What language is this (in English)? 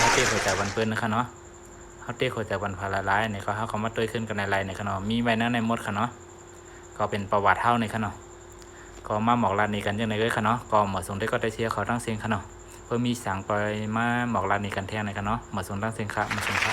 Shan